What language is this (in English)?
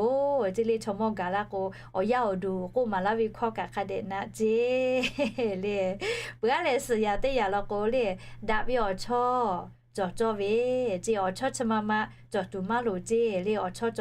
Lahu